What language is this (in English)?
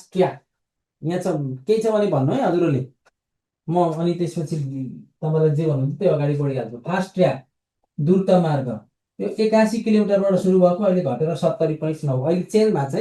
Nepali